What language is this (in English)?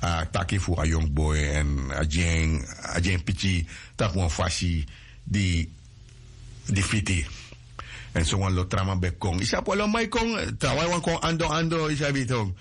Sranan Tongo